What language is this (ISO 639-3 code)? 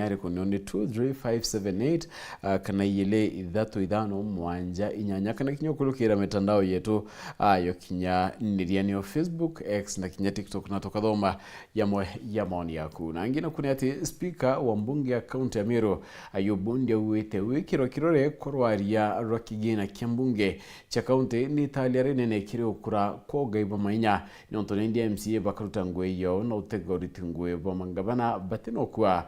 mer